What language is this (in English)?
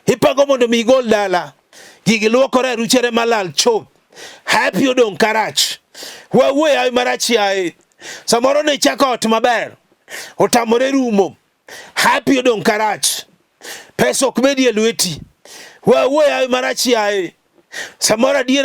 Luo (Kenya and Tanzania)